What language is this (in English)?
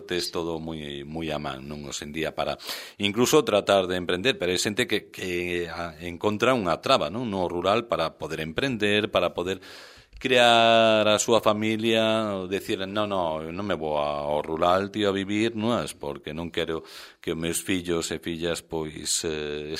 Galician